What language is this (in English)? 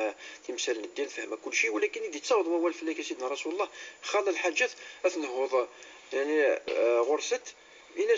Moroccan Arabic